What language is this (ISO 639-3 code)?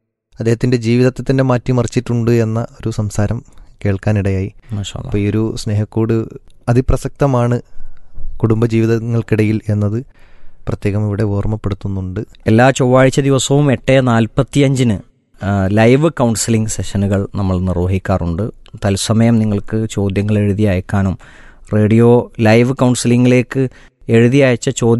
mal